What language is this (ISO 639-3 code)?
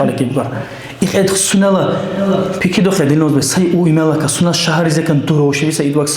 dar